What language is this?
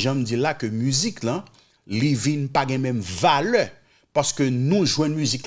Haitian Creole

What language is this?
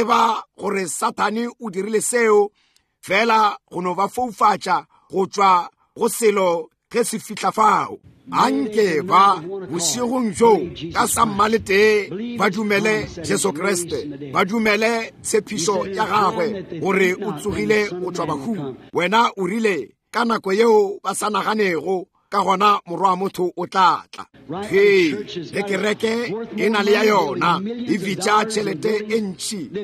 Northern Sotho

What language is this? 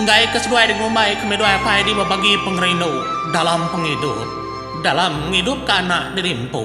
Iban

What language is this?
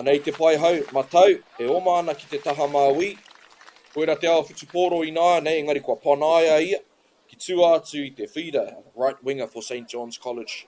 Māori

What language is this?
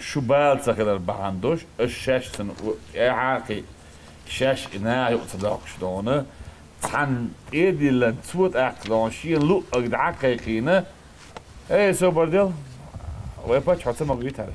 Chechen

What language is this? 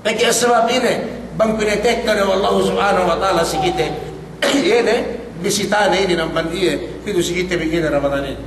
Yakan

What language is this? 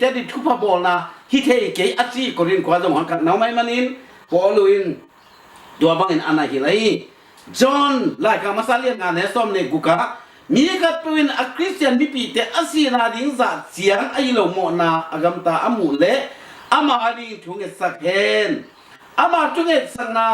Tedim Chin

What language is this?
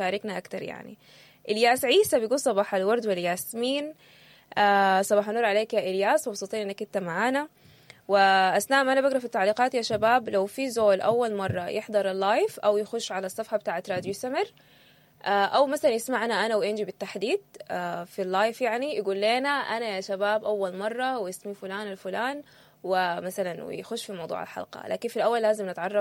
Sudanese Arabic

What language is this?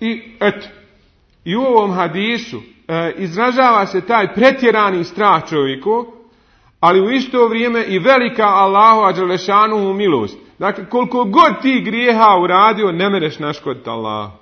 Bosnian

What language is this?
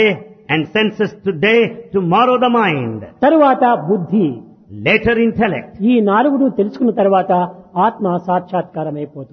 Telugu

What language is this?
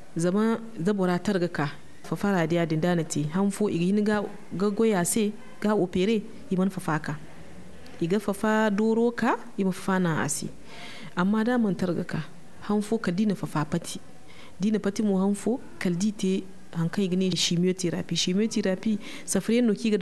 Zarma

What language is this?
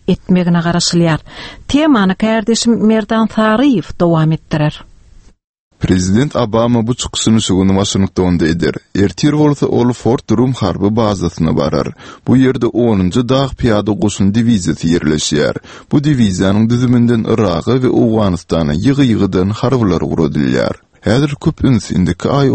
Turkmen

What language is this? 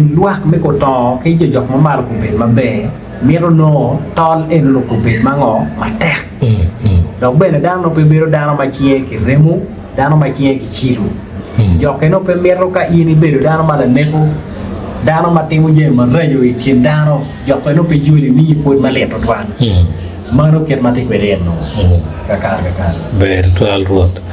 Acoli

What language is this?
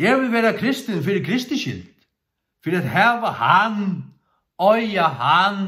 Faroese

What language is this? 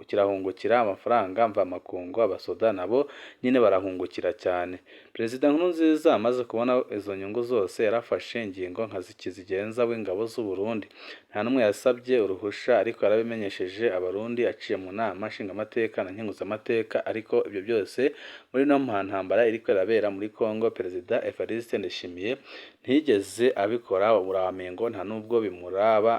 Rundi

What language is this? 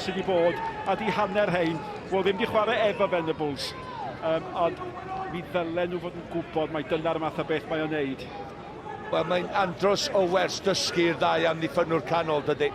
Welsh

